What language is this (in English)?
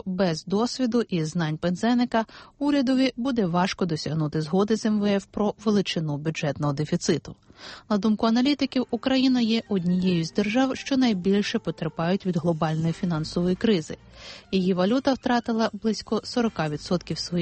Ukrainian